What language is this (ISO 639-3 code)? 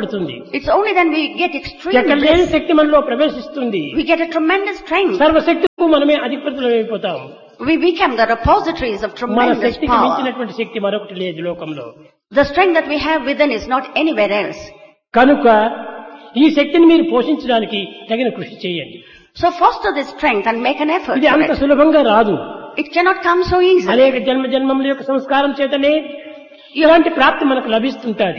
tel